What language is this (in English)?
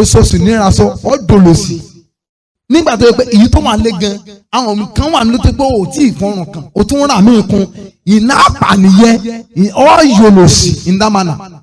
Yoruba